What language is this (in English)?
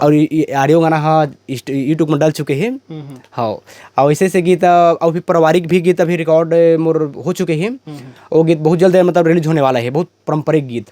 Chhattisgarhi